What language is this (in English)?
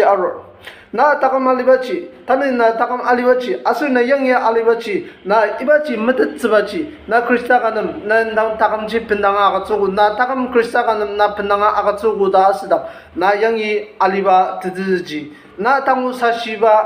Ao Naga